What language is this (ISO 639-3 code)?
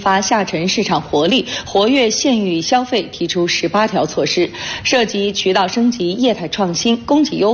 zho